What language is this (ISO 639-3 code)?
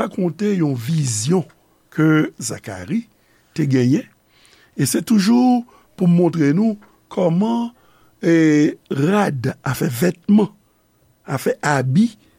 hat